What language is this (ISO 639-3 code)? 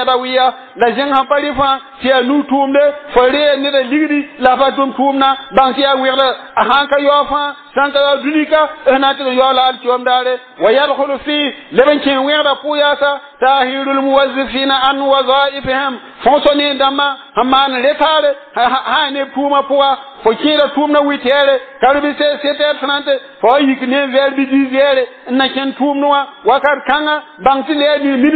mos